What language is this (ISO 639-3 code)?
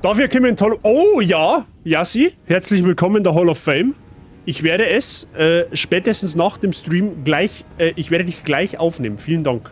bar